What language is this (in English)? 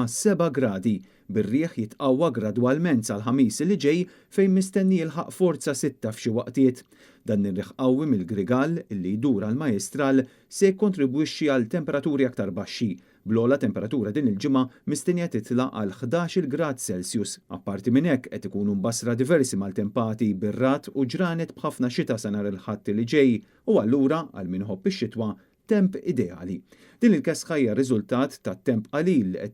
Maltese